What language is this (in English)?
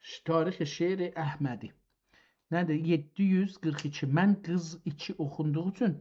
South Azerbaijani